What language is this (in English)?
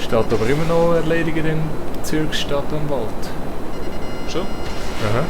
Swiss German